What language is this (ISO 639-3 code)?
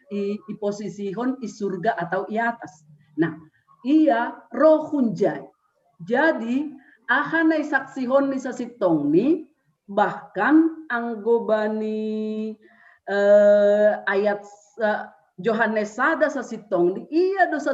bts